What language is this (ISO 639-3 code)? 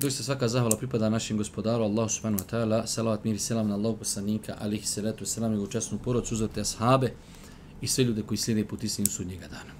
bos